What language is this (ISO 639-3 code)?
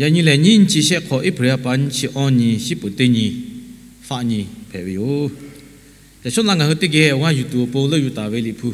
lhu